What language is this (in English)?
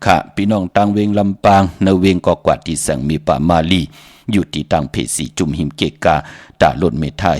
Shan